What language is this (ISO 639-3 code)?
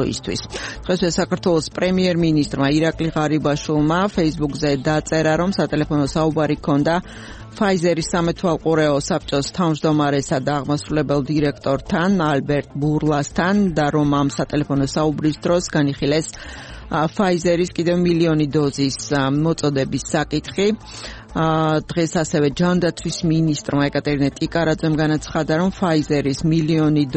kat